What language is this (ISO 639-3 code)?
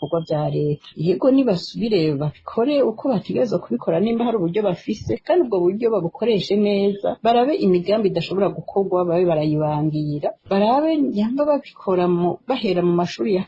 run